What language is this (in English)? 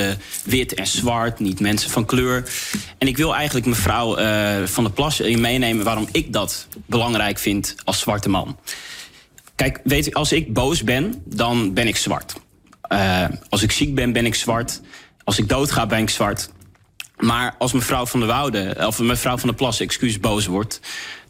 Dutch